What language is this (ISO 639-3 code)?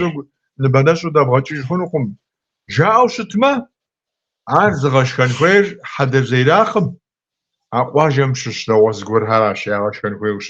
kbd